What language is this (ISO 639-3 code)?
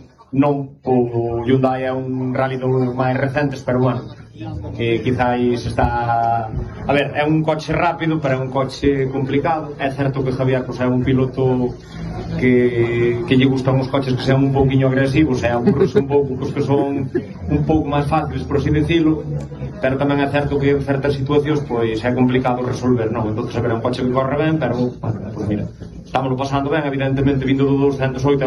glg